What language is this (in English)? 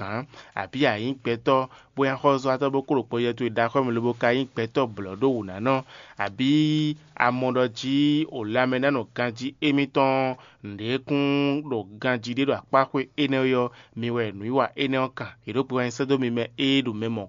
Fon